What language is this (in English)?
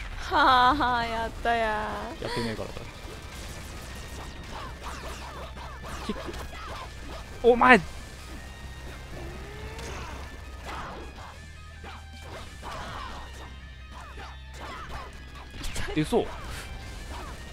Japanese